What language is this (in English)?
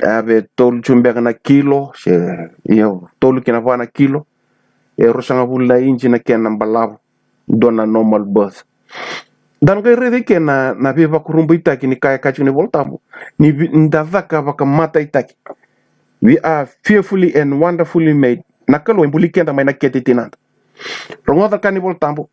Fijian